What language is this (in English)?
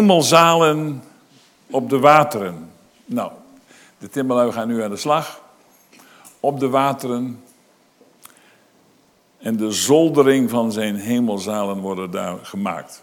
Dutch